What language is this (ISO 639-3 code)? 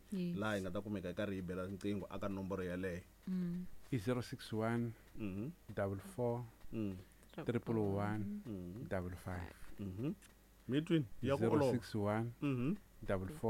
tso